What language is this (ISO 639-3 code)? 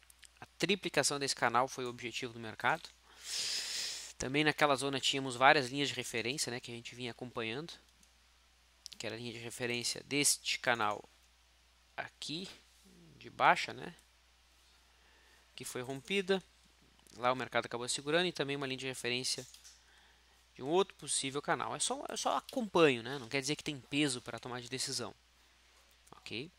por